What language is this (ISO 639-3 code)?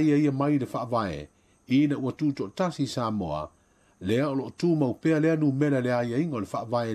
smo